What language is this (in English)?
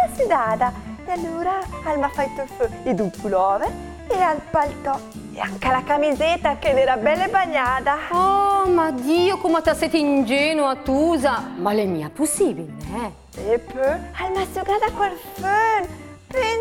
Lombard